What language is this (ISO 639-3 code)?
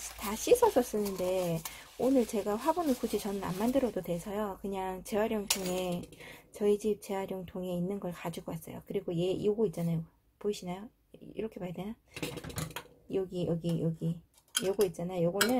kor